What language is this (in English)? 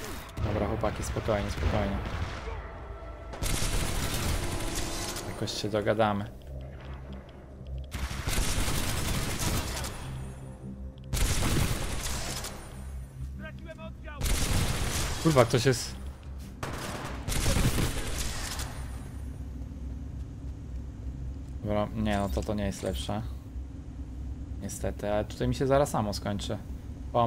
Polish